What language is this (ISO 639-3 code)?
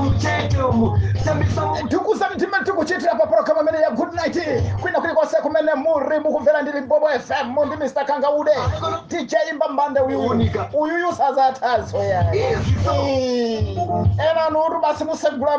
nya